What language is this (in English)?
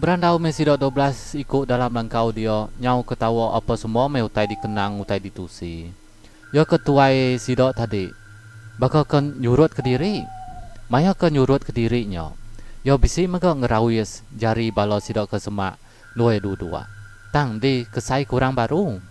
Iban